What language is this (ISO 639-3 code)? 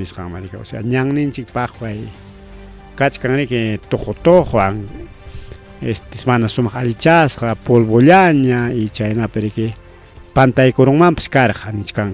quy